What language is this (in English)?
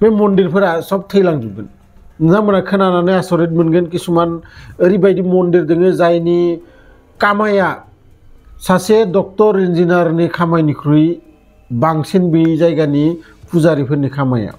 Bodo